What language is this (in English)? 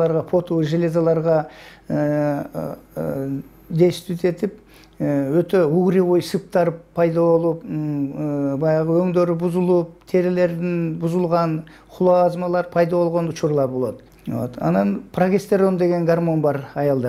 Kyrgyz